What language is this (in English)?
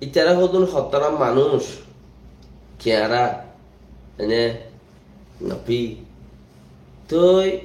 Rohingya